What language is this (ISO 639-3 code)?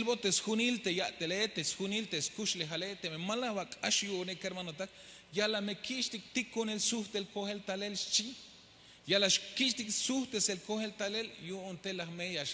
tzh